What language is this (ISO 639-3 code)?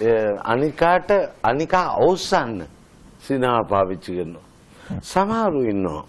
sin